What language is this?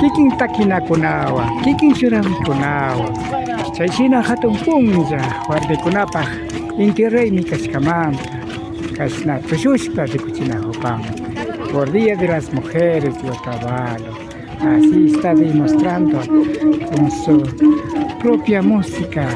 Imbabura Highland Quichua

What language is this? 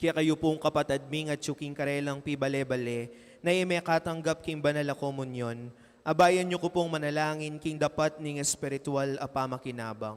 Pampanga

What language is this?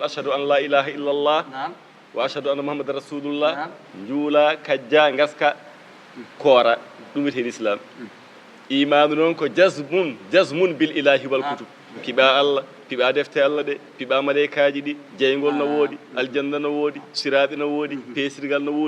Fula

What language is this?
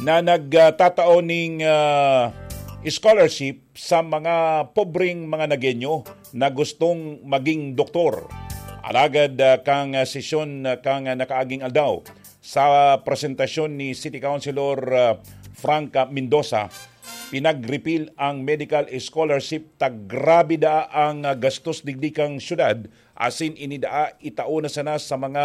Bikol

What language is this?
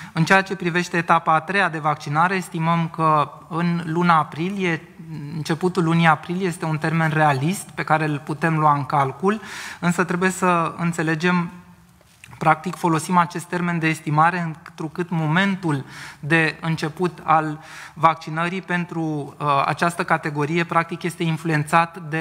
Romanian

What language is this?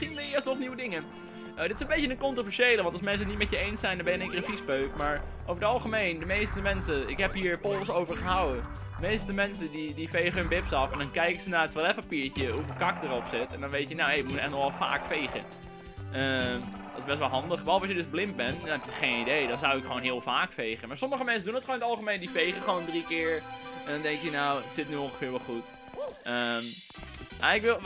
Dutch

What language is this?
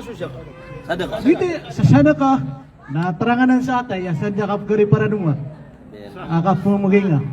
Maranao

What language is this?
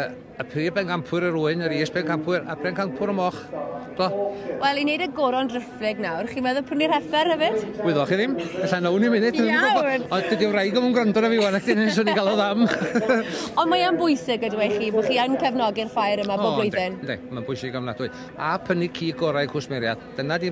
Welsh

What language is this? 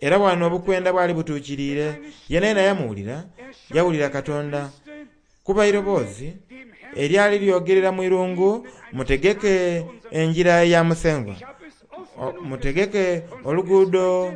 Soga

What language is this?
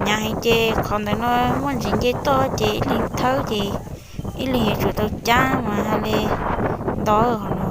Hmong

